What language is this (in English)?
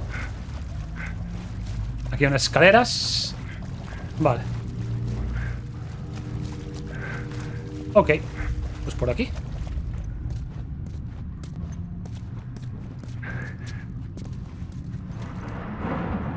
Spanish